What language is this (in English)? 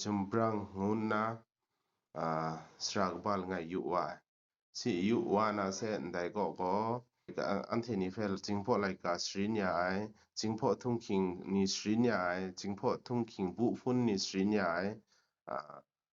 Kachin